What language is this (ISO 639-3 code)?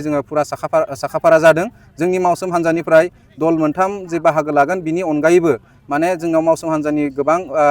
brx